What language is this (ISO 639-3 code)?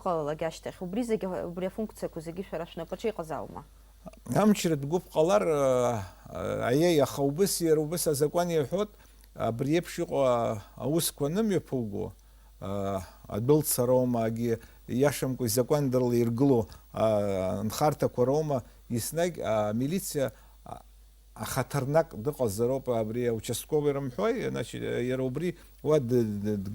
abk